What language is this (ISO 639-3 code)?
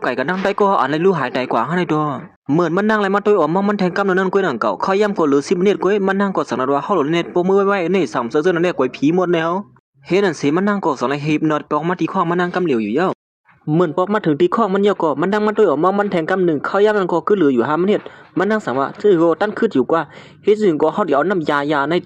shn